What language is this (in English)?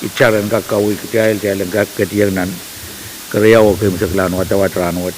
Pohnpeian